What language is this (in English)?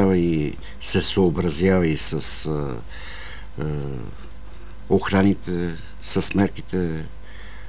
Bulgarian